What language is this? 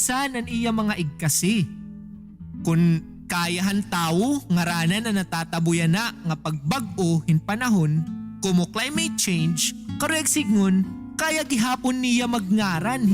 Waray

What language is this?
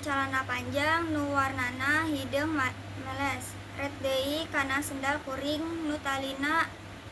Sundanese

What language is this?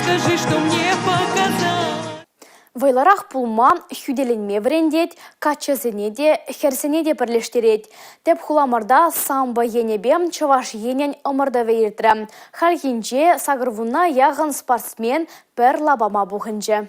Chuvash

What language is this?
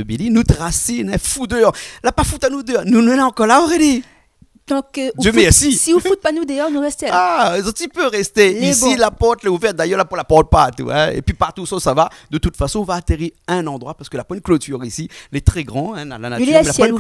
Réunion Creole French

